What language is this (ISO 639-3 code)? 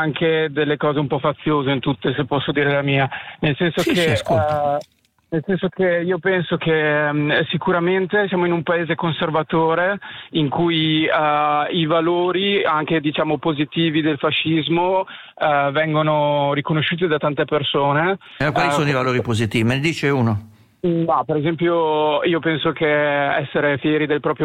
ita